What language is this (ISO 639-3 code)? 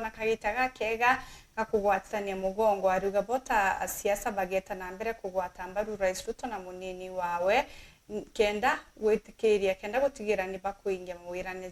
mer